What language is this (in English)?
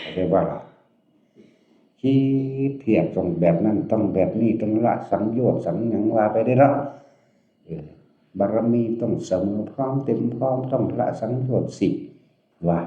Northeastern Thai